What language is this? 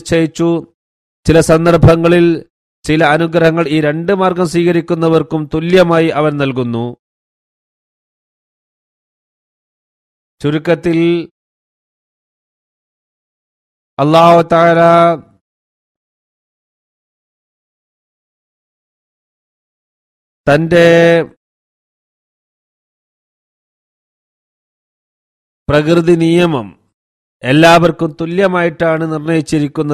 Malayalam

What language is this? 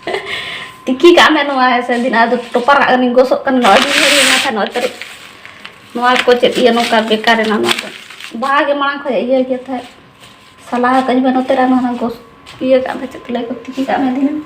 Santali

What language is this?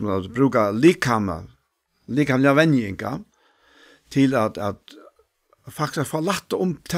Faroese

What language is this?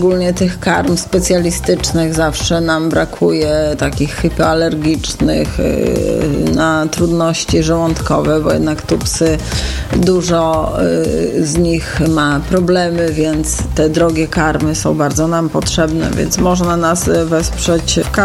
Polish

